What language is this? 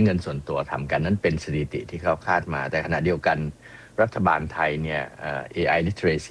Thai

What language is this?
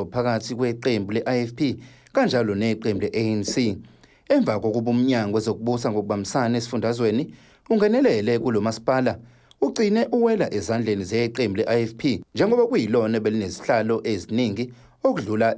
Zulu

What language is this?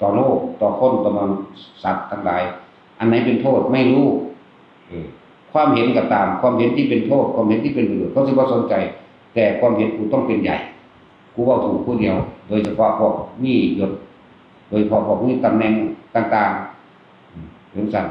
Northeastern Thai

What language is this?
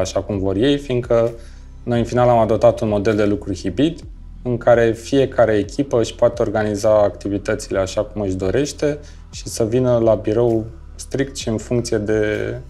Romanian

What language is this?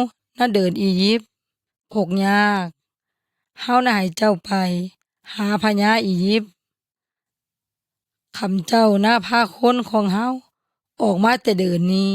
Yoy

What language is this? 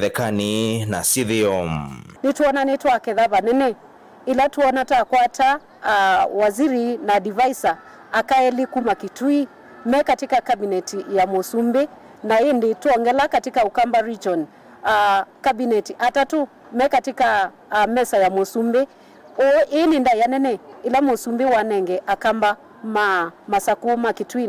Kamba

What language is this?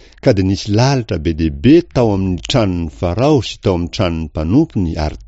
Malagasy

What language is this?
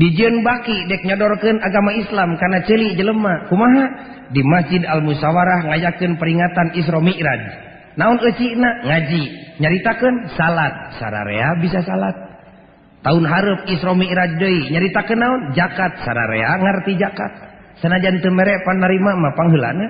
Sundanese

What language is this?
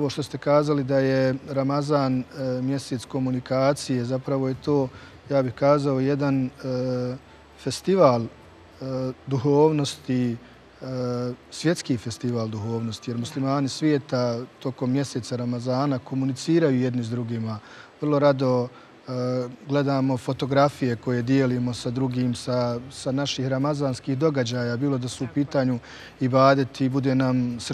Bosnian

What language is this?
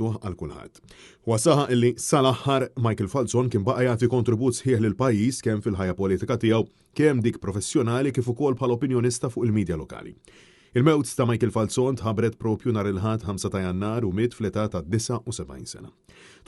Maltese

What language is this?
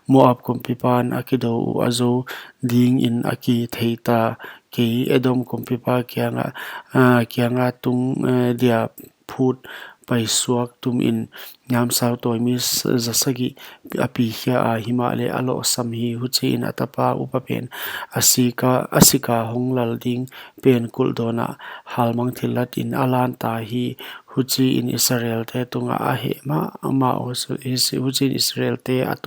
Paite Chin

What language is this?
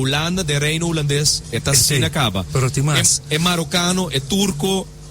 Papiamento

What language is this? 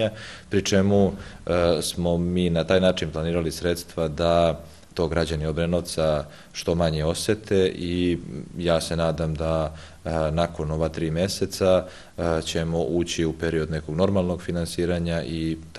Serbian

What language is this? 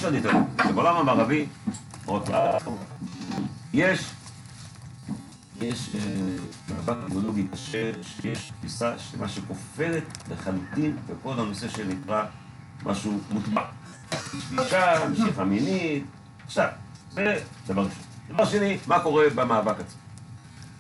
Hebrew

